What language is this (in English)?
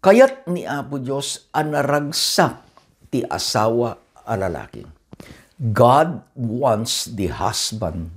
Iloko